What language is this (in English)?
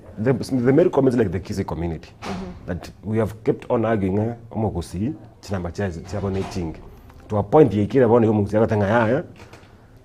Gusii